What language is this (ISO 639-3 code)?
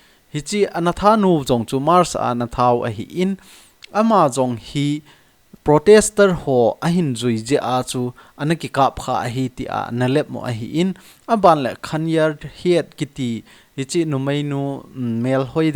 tcz